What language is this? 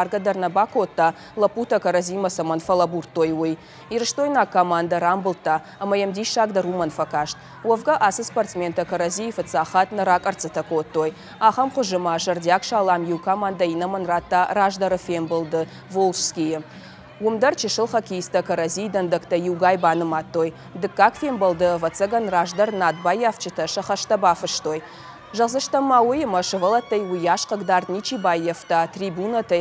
Ossetic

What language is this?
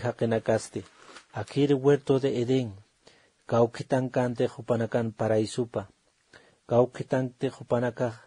Aymara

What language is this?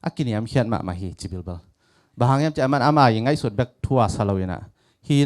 Tedim Chin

